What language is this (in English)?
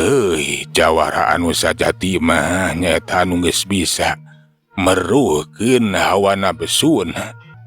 Sundanese